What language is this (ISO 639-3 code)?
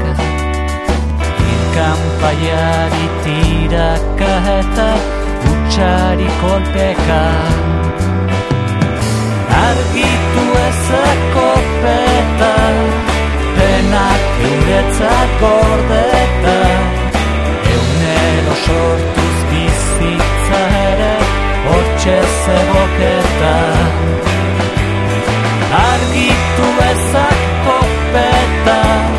eus